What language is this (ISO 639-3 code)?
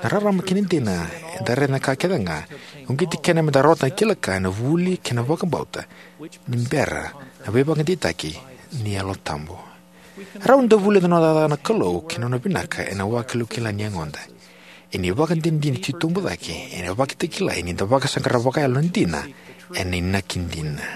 fij